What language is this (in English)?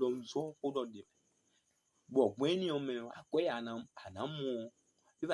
Fon